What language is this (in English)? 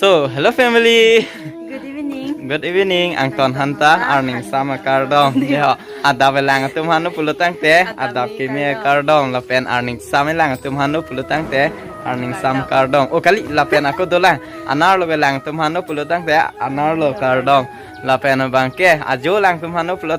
Karbi